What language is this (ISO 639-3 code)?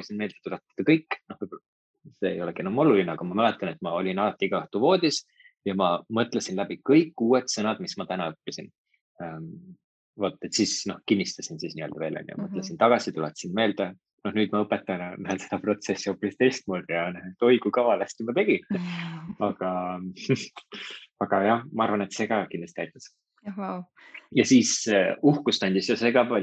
est